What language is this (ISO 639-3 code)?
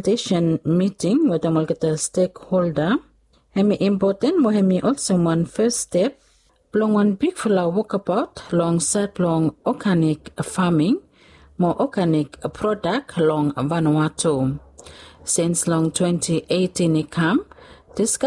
bis